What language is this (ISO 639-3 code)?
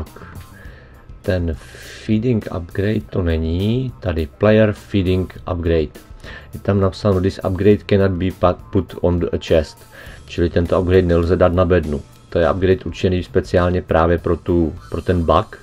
ces